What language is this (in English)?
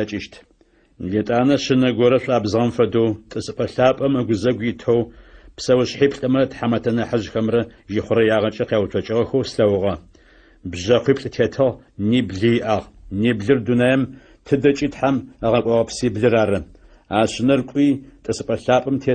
Adyghe